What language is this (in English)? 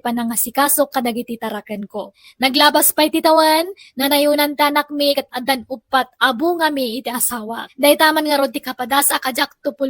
Iloko